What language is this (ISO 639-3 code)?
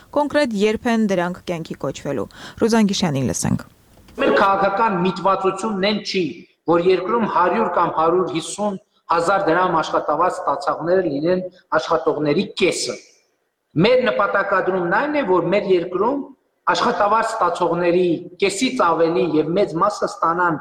hye